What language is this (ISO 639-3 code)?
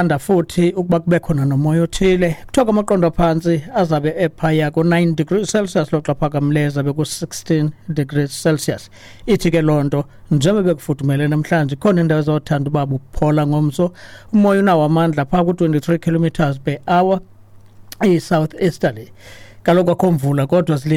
xho